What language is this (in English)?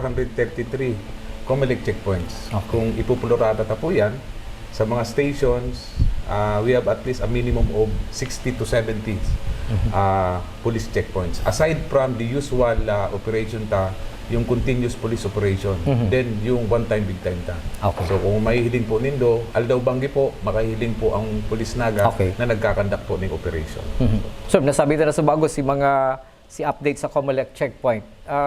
Bikol